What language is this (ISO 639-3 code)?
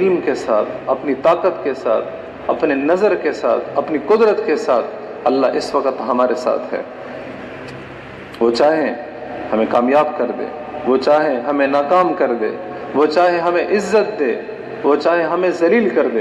urd